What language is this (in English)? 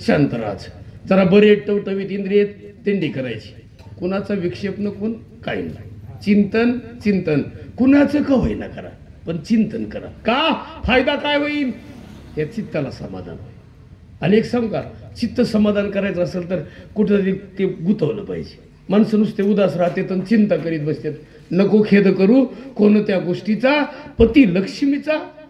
Marathi